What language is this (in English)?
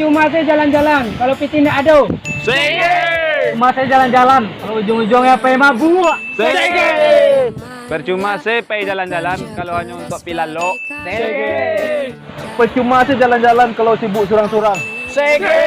Minangkabau